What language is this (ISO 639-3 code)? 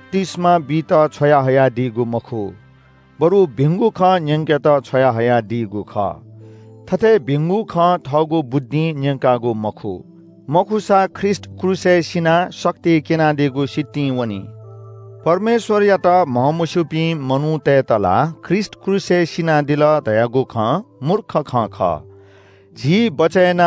new